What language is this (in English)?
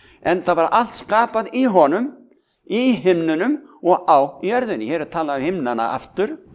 Icelandic